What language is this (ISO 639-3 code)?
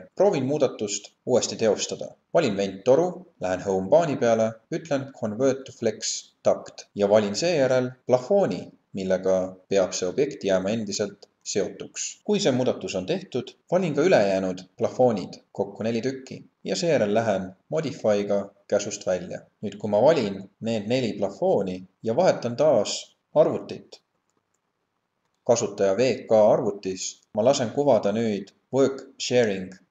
est